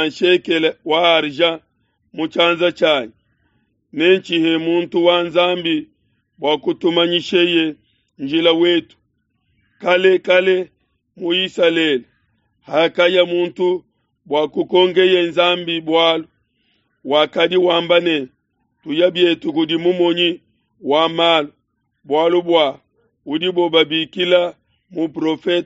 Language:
Luba-Lulua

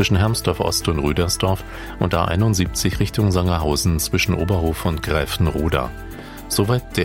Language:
German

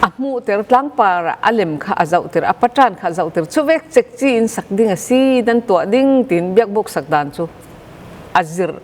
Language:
Falam Chin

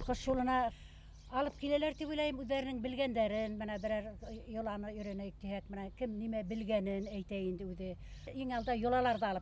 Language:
Bashkir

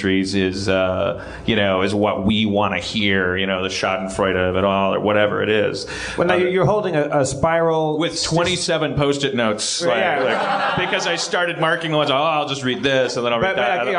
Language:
English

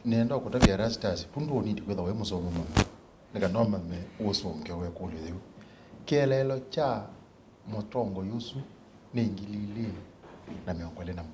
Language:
Kamba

